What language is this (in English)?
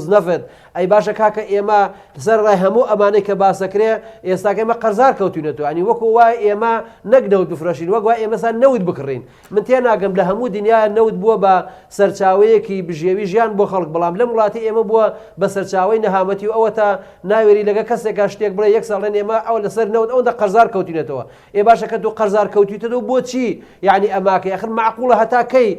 Central Kurdish